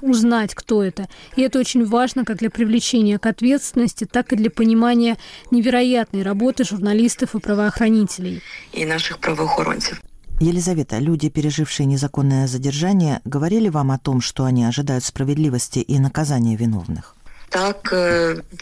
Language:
Russian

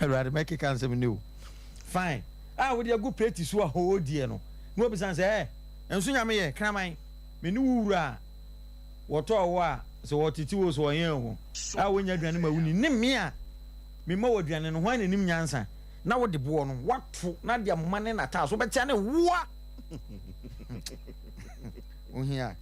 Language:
Akan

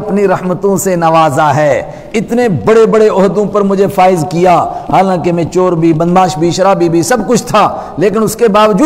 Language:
Urdu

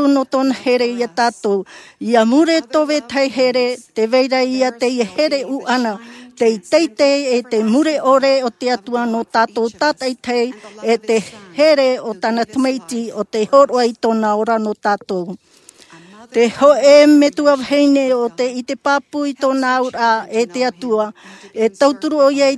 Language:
Tahitian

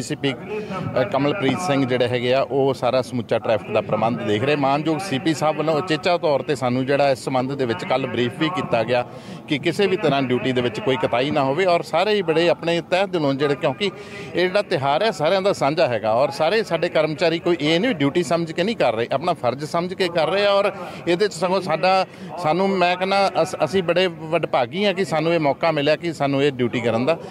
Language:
Punjabi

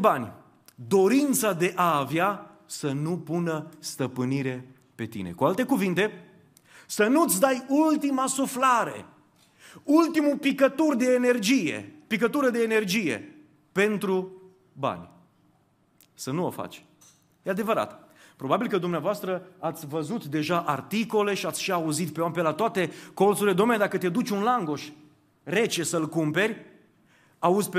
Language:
Romanian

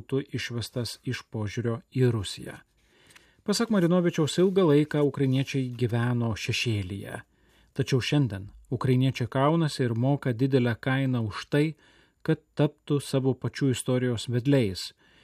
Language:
Lithuanian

